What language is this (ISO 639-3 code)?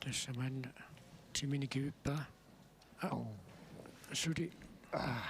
kal